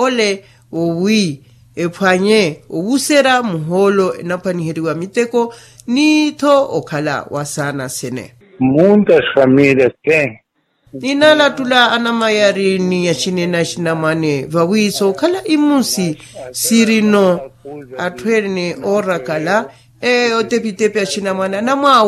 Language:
Makhuwa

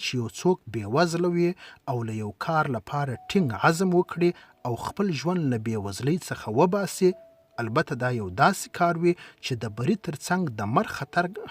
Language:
Pashto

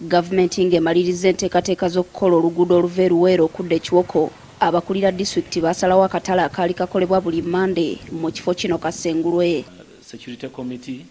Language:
Ganda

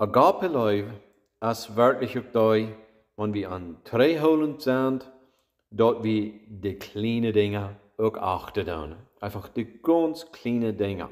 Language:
Plautdietsch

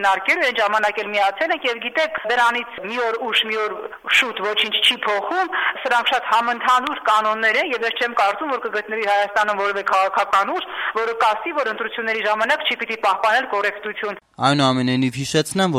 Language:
Armenian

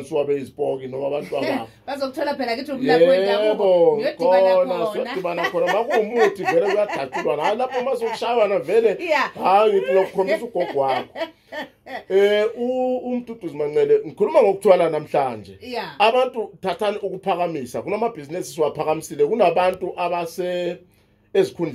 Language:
Zulu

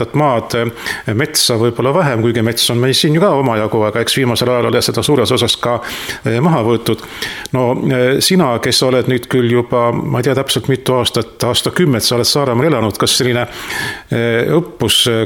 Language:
Estonian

